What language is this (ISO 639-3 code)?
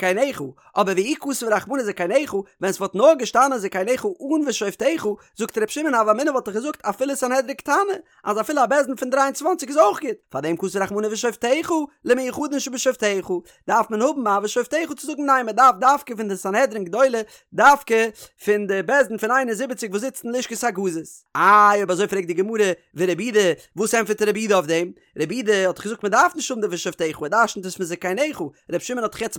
yid